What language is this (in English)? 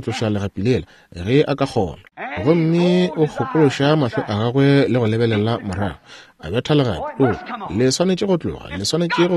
Northern Sotho